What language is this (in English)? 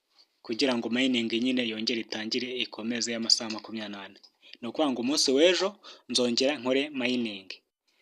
Kinyarwanda